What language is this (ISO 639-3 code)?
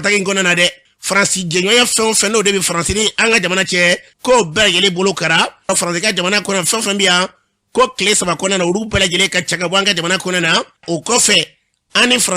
bam